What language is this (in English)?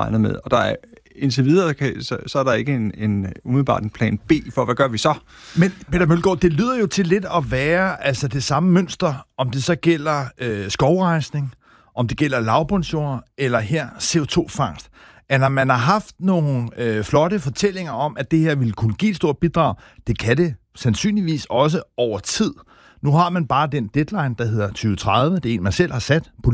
Danish